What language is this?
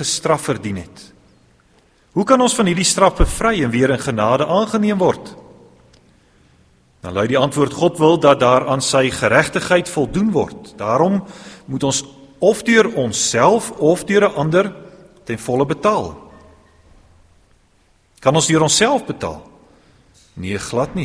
Afrikaans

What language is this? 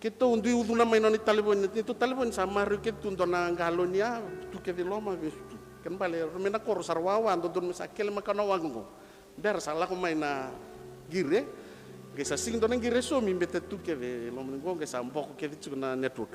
Fijian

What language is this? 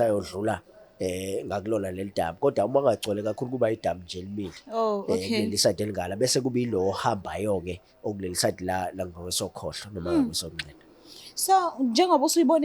Zulu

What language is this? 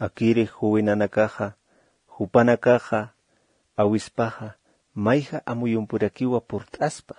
Aymara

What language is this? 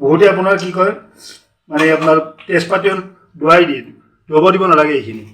Assamese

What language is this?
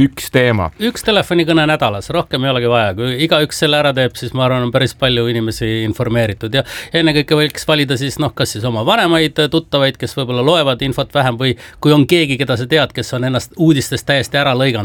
Estonian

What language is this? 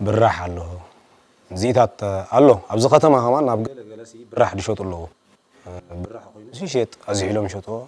Tigrinya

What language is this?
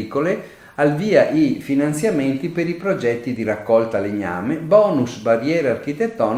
Italian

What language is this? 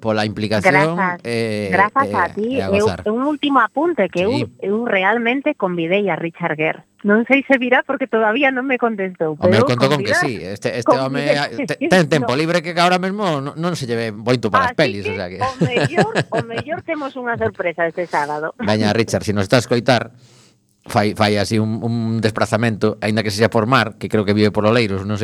Galician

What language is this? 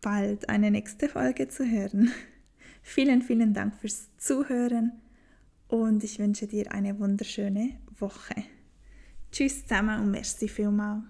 Swiss German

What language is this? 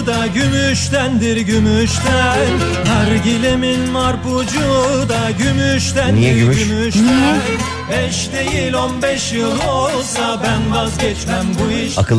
Turkish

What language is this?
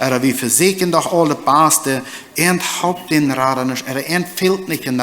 Plautdietsch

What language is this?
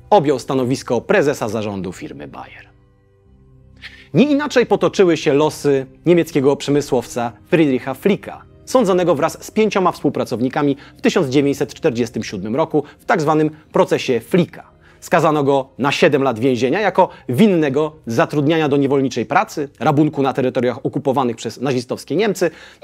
Polish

